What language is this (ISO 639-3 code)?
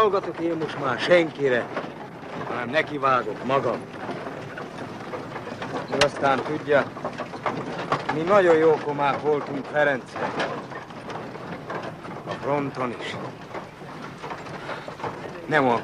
hun